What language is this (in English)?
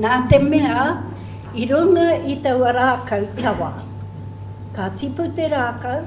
Māori